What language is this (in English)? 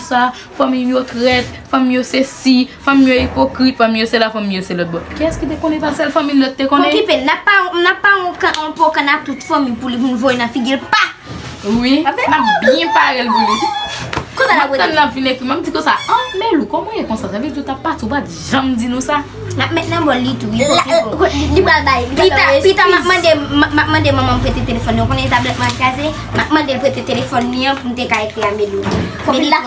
Haitian Creole